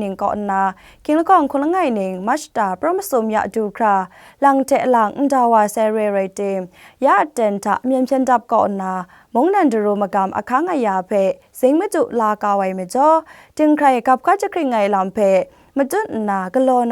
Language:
Kachin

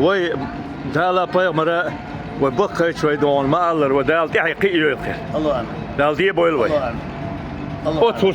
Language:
Chechen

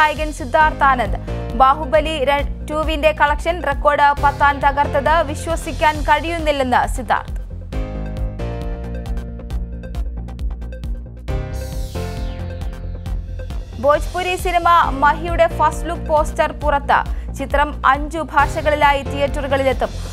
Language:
Malayalam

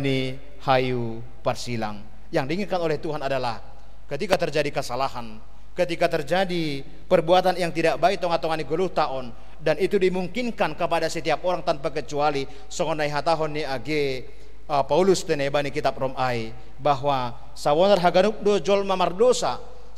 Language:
Batak Simalungun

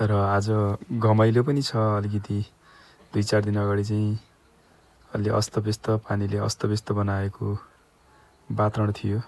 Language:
Nepali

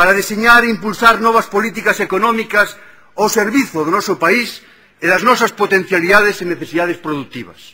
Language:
Galician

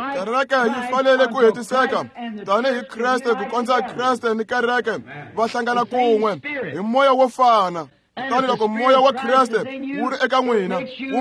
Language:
Tsonga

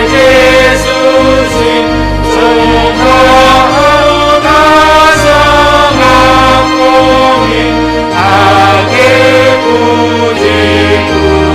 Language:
Batak Simalungun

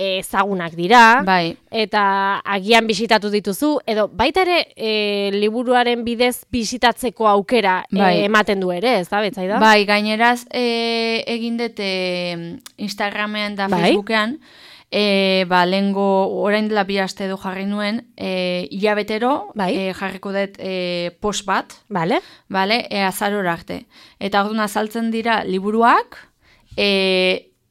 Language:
Basque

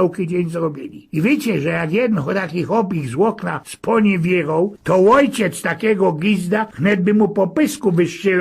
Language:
Silesian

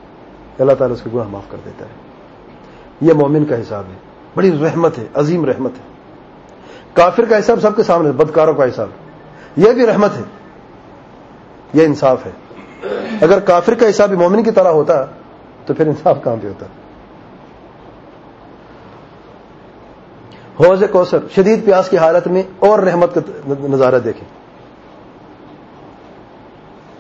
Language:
Urdu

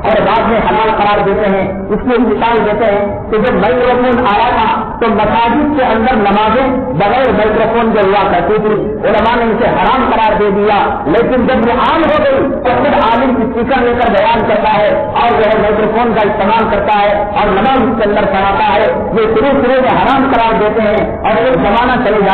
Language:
Urdu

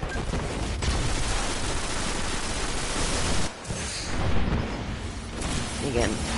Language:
Hungarian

